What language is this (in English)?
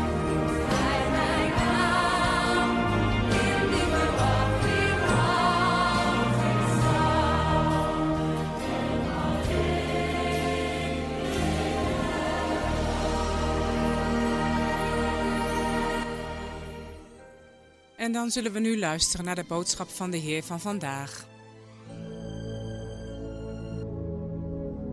Dutch